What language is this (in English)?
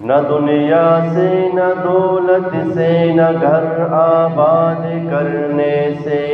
Eastern Balochi